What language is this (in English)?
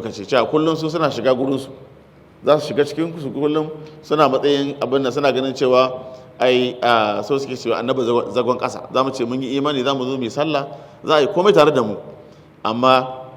Hausa